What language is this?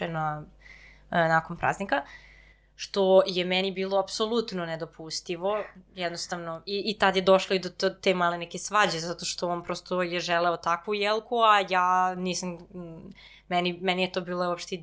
Serbian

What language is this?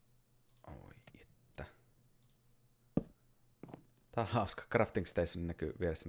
Finnish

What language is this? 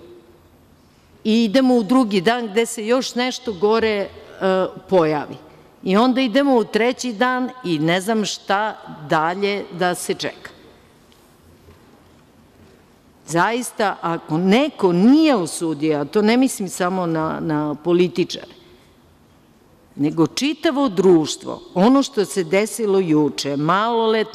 Serbian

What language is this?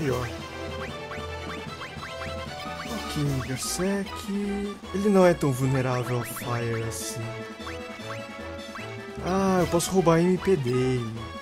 Portuguese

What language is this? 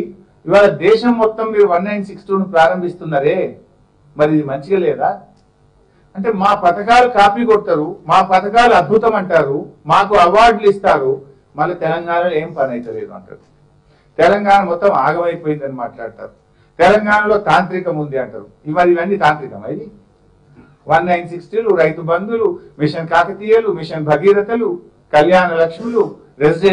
Telugu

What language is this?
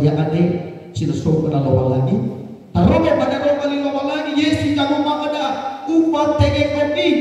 Nias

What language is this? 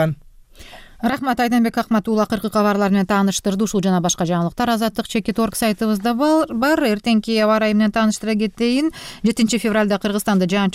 Kyrgyz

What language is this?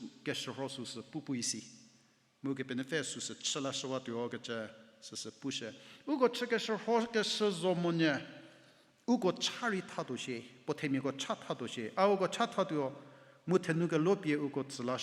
Angami Naga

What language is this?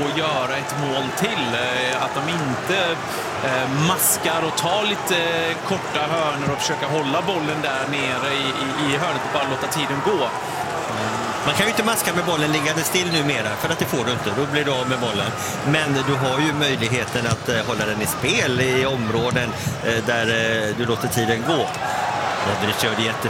Swedish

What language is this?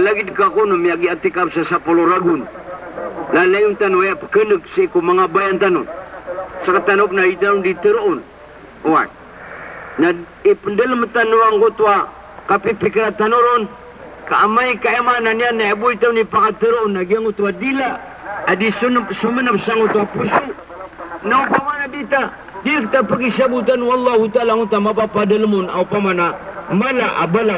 Maranao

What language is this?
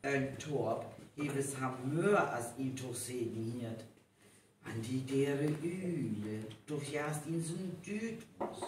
Northern Frisian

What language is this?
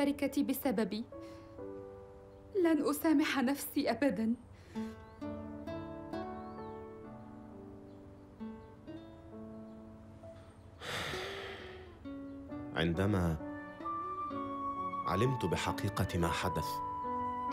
Arabic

